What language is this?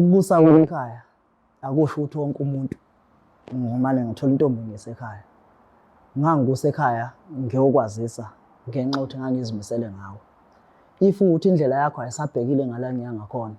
Zulu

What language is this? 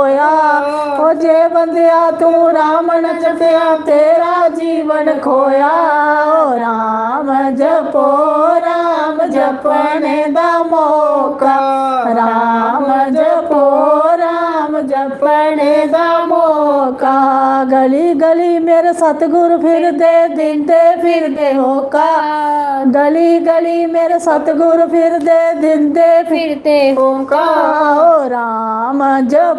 Dogri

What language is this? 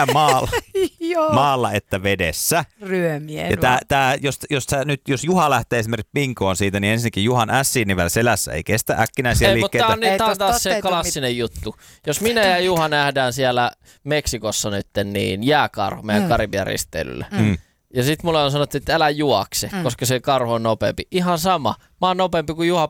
Finnish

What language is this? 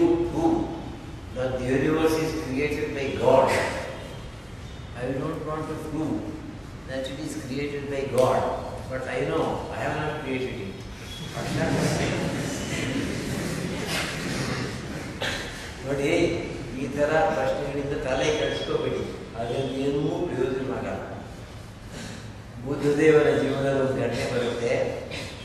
Kannada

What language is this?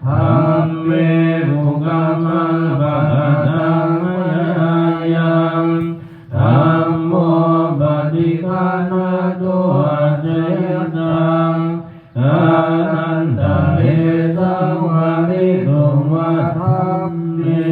Pali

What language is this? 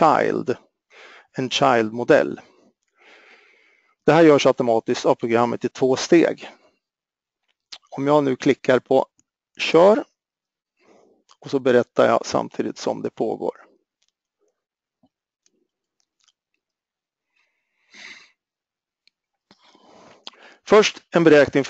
Swedish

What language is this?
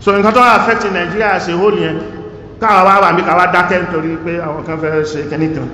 Yoruba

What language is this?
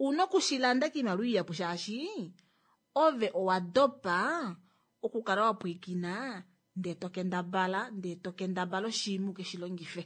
Kuanyama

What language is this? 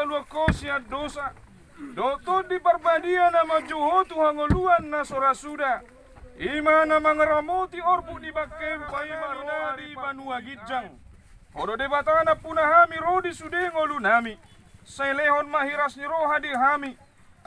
Batak Toba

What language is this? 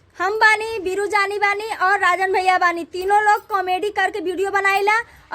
Bhojpuri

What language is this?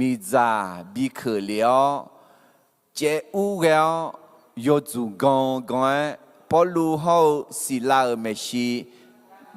Akha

